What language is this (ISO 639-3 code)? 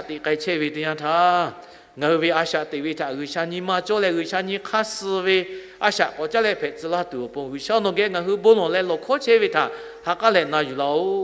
lhu